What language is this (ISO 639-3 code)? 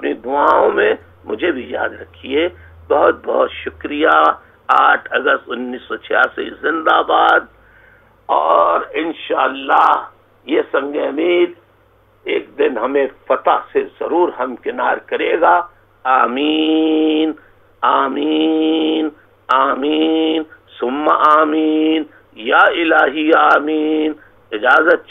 urd